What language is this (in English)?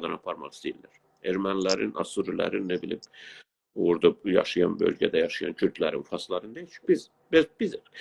South Azerbaijani